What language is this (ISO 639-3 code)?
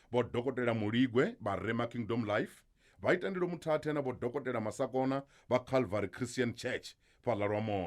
ven